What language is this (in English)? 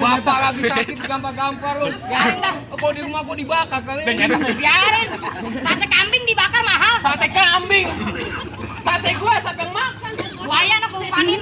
Betawi